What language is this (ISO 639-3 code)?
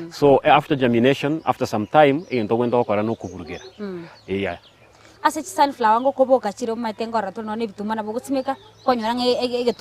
guz